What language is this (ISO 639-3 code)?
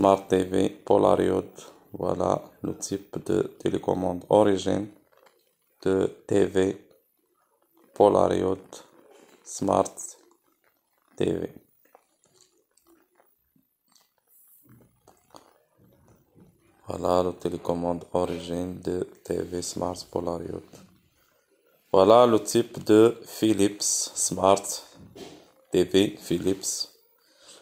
fra